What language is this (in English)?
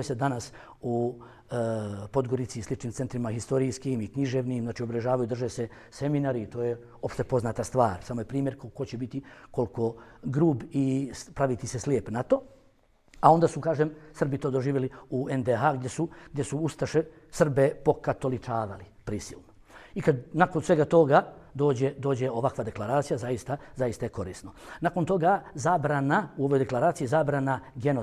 Bosnian